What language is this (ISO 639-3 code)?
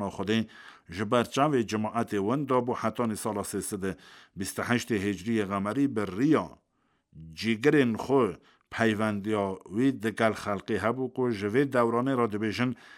kur